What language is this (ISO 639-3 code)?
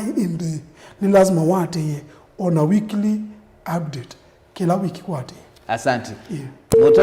kam